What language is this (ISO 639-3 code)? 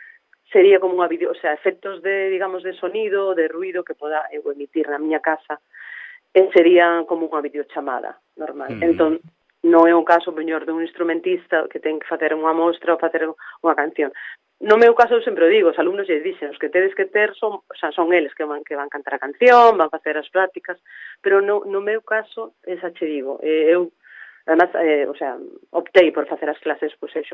glg